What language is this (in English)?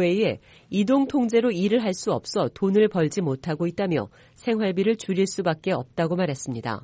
Korean